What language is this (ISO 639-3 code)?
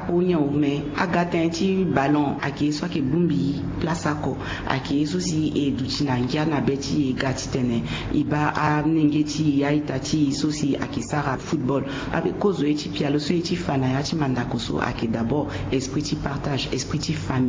sag